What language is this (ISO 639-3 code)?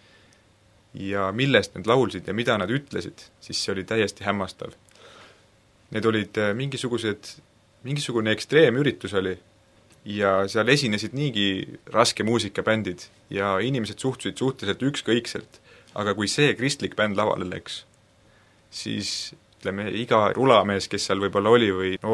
est